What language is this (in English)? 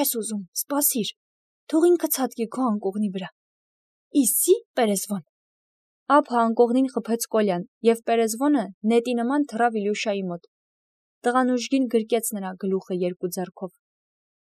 Armenian